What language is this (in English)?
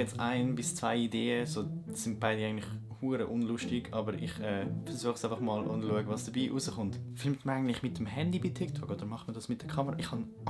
Swiss German